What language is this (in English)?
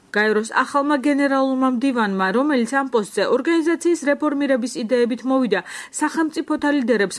Georgian